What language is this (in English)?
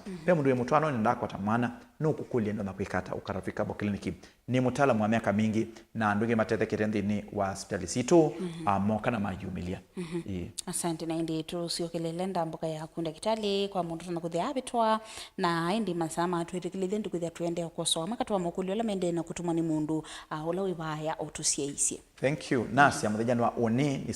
Kamba